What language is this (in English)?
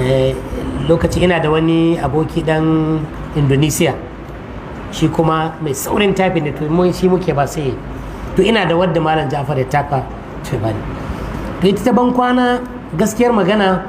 Hausa